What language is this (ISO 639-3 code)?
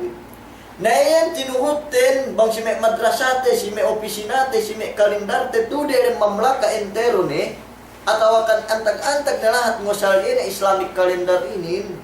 yka